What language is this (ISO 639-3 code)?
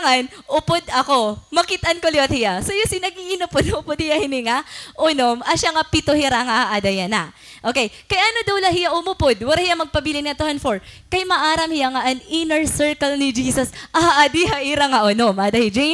war